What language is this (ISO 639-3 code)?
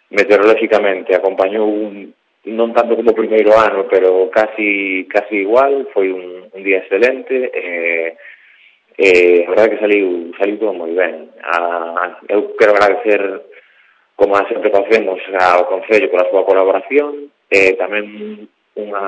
glg